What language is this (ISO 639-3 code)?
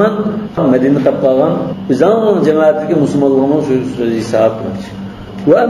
uig